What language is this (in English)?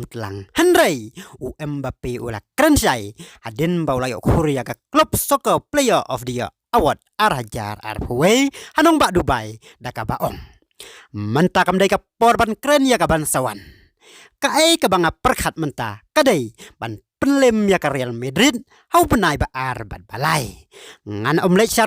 Khasi